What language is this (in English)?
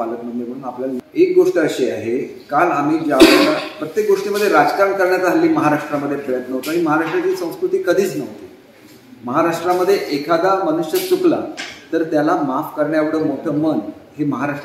Marathi